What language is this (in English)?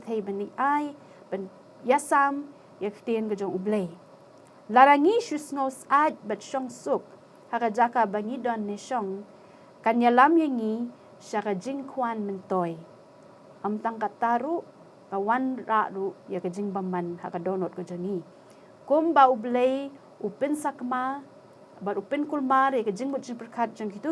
Khasi